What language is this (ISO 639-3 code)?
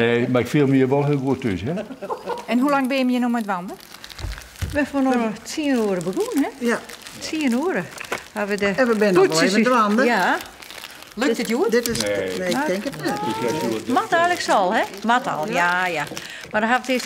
fry